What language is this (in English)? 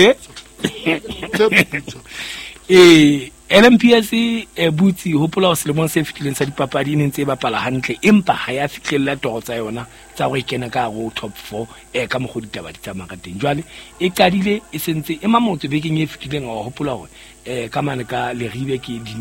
Southern Sotho